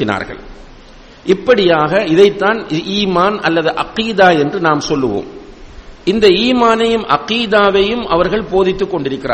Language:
Tamil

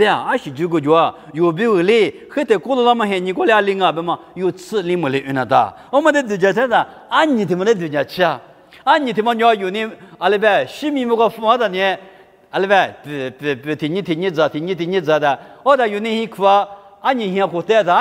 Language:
Lisu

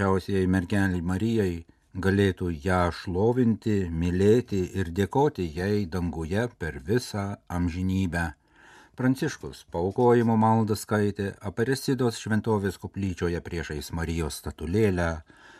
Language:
Lithuanian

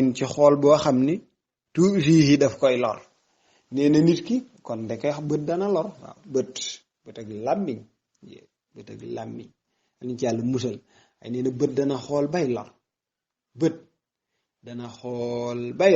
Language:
Wolof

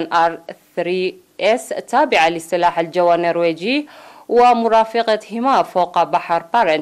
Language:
Arabic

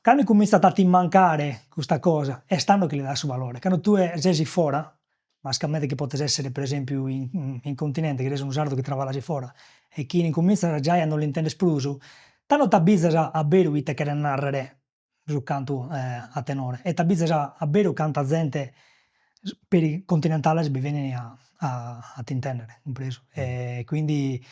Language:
Sardinian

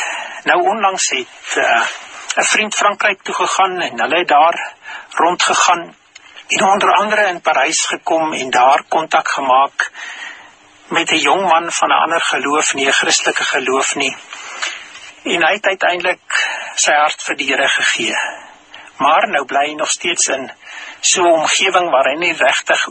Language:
Afrikaans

